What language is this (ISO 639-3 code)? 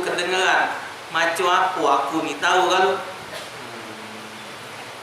mui